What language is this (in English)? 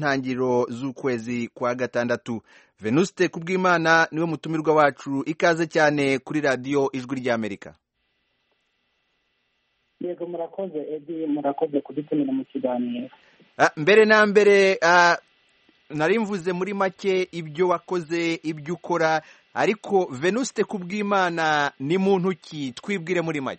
Kinyarwanda